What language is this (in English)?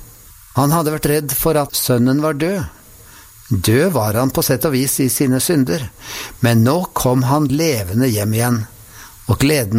Norwegian